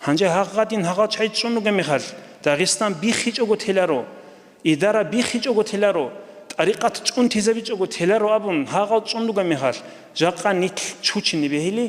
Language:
Avaric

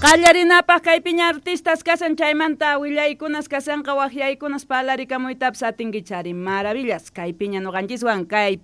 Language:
South Bolivian Quechua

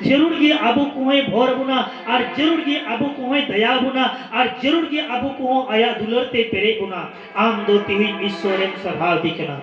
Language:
Santali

